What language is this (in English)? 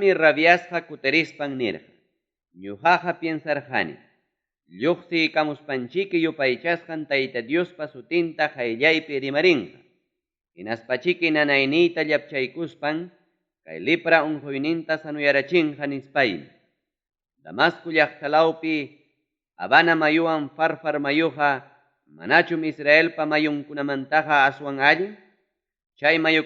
Ayacucho Quechua